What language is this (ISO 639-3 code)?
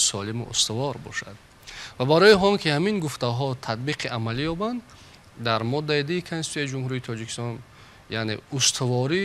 tgk